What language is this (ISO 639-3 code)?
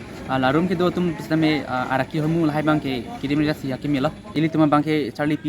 mjw